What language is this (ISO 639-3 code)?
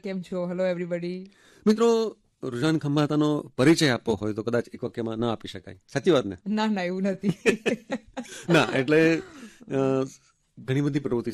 guj